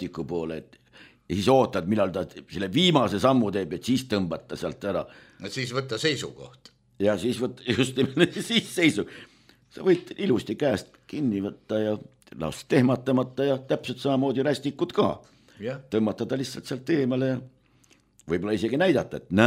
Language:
Estonian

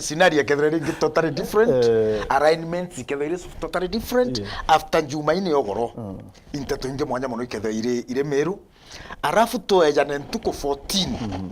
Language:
Meru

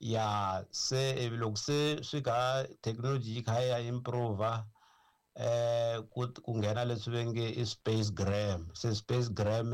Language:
Tsonga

